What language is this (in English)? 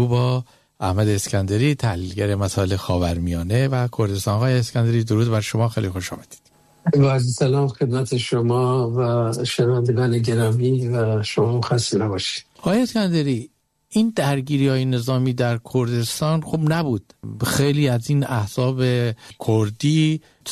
Persian